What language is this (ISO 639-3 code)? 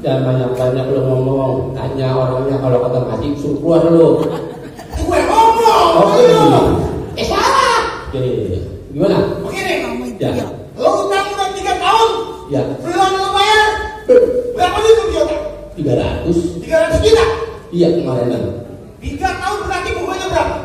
bew